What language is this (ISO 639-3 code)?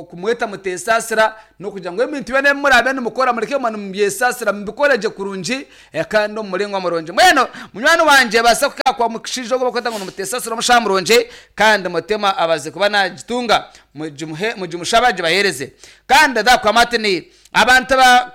nyn